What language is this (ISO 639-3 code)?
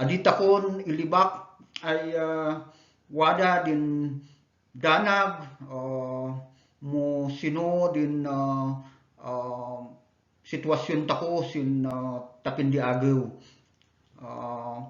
kne